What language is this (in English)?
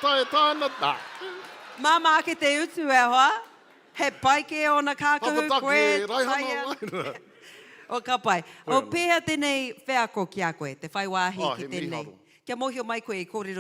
Māori